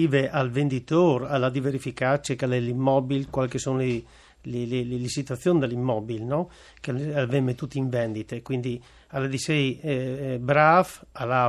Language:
Friulian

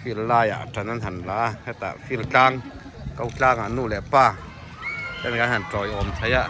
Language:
Mizo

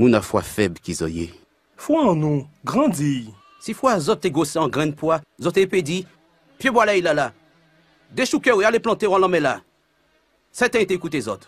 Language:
Guadeloupean Creole French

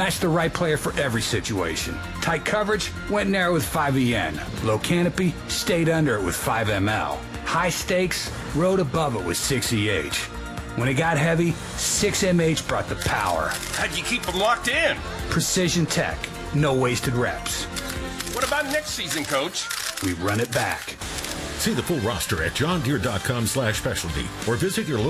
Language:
English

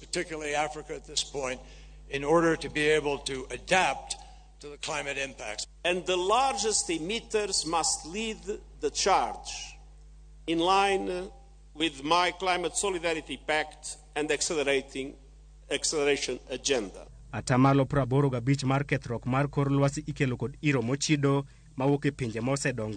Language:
Luo (Kenya and Tanzania)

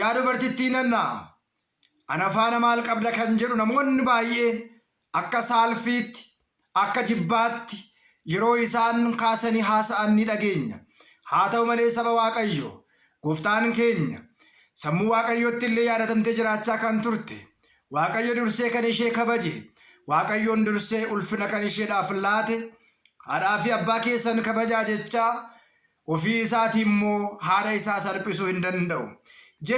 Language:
Oromo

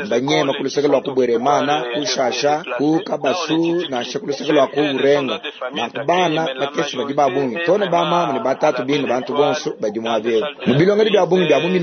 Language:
Luba-Lulua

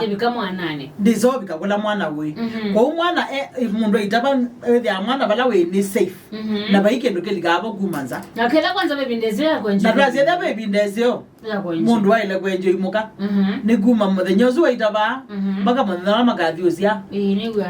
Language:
Kamba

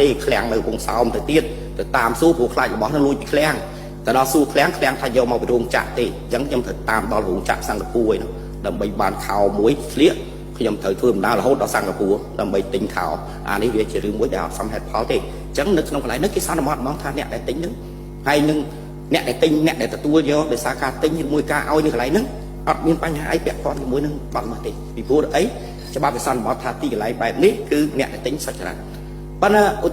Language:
Khmer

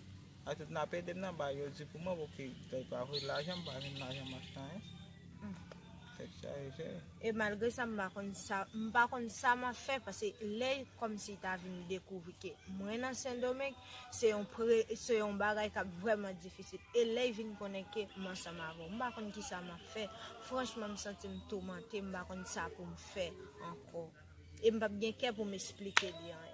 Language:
Haitian Creole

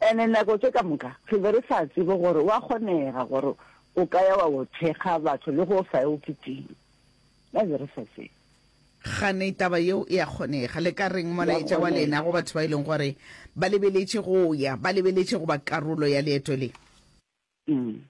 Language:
Northern Sotho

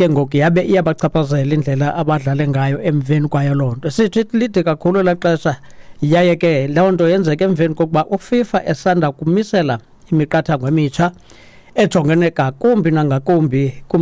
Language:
Xhosa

